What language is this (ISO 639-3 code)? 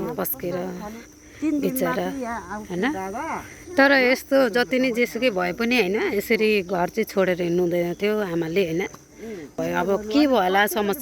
nep